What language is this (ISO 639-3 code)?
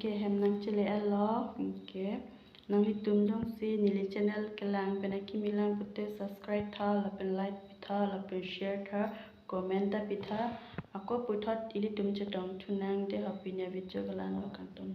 mjw